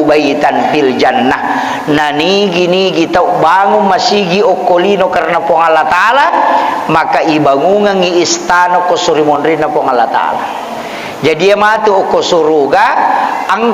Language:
Buginese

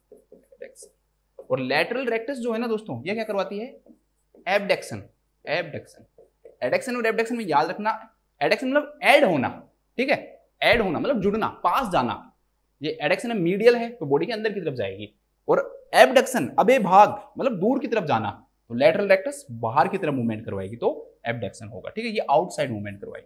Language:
Hindi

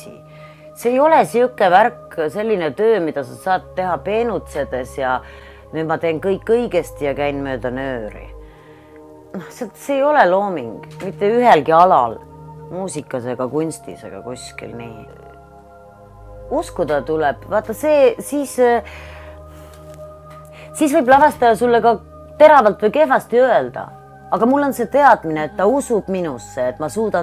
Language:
Estonian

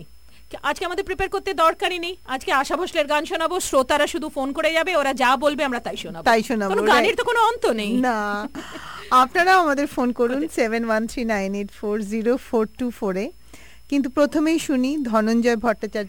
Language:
Bangla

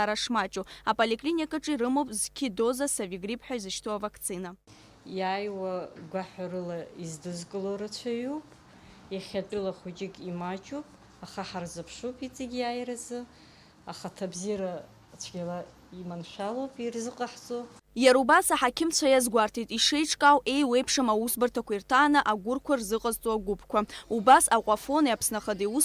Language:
Abkhazian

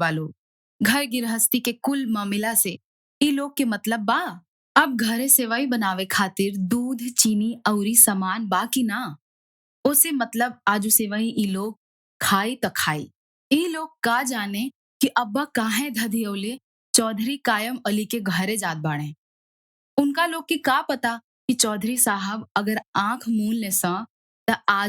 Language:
Bhojpuri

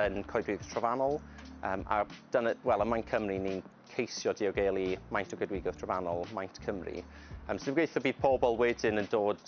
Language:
Welsh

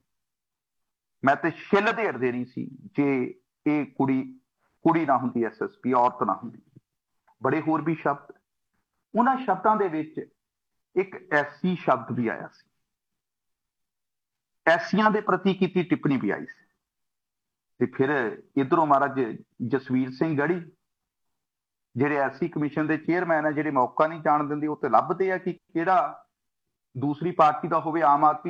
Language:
Punjabi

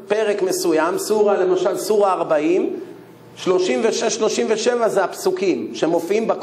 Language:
Hebrew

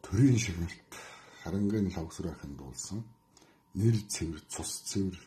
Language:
Mongolian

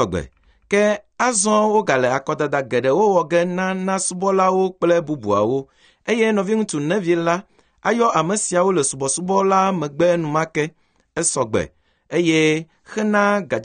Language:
Ewe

